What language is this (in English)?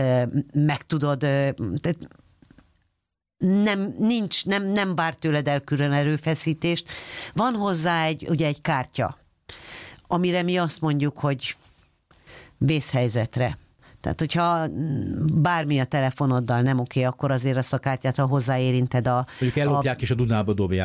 Hungarian